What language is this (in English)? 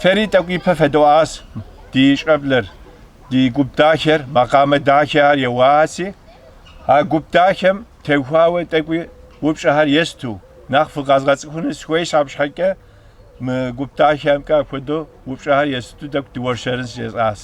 Kabardian